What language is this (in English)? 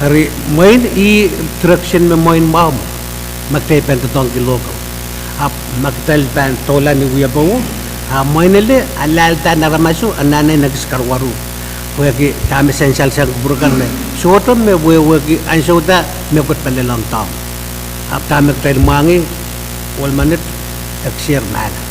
Pohnpeian